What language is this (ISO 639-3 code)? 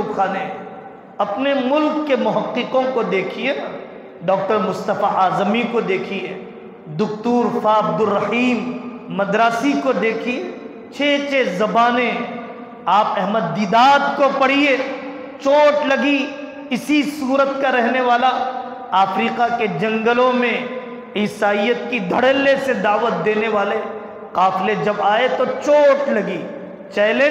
urd